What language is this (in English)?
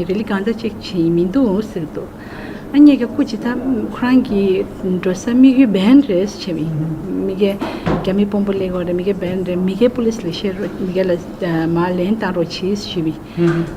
Tibetan